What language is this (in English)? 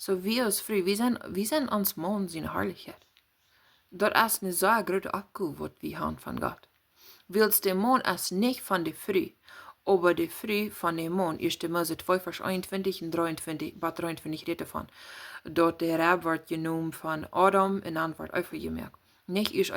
Plautdietsch